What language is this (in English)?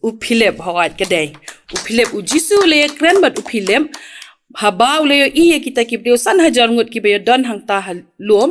Khasi